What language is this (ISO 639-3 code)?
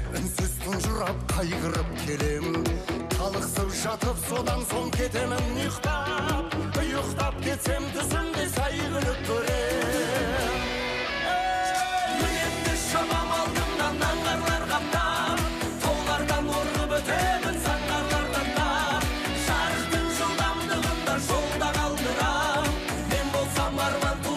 kaz